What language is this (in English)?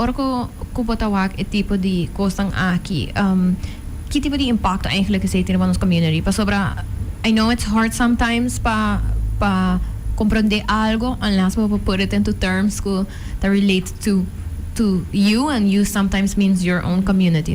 Papiamento